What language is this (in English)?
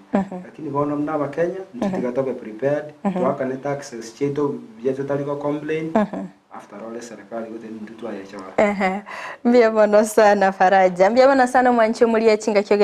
Gusii